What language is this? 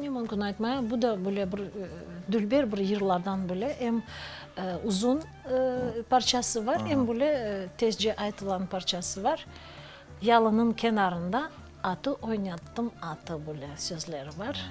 Crimean Tatar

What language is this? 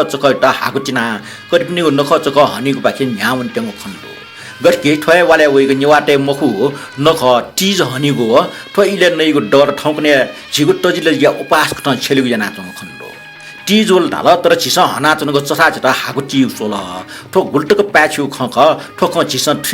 Newari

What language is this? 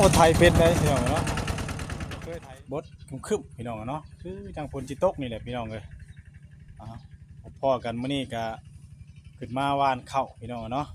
Northeastern Thai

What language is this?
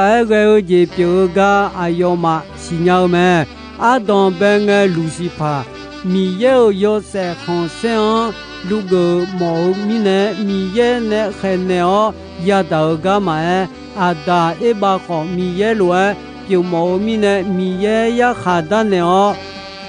Akha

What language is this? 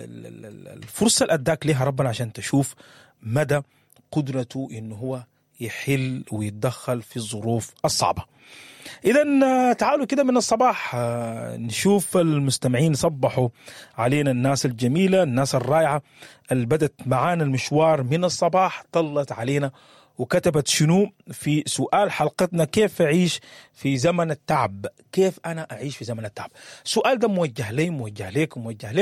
Sudanese Arabic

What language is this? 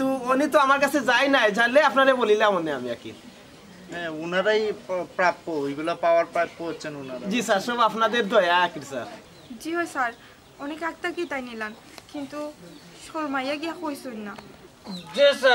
Sylheti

